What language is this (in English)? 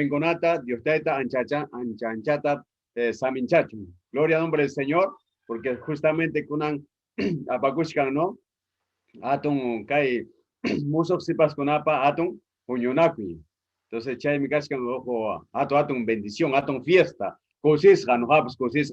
Ayacucho Quechua